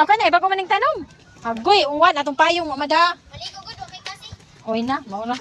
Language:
Cebuano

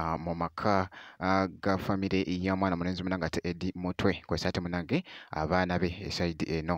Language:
Ganda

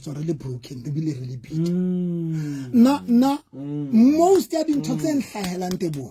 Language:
Southern Sotho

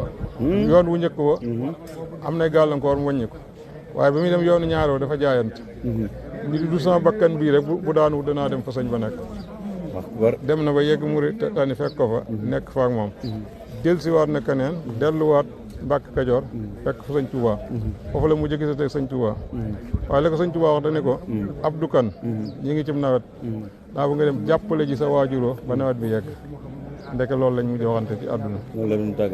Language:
Wolof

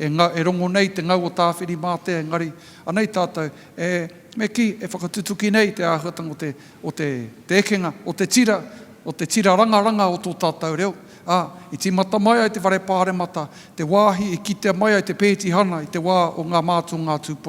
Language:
Māori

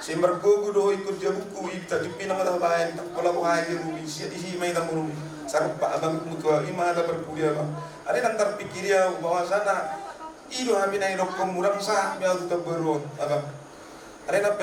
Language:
Batak Toba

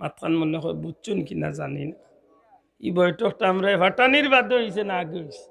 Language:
Sylheti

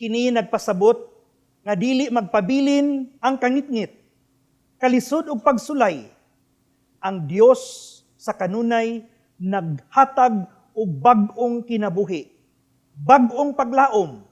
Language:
Cebuano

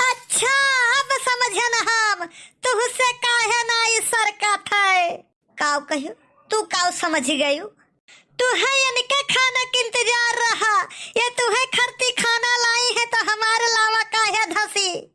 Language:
Awadhi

